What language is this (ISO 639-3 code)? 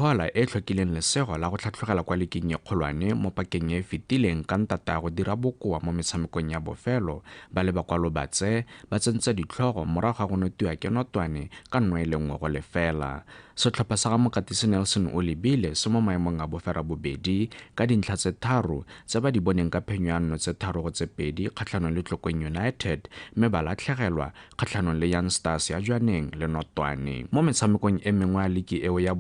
tsn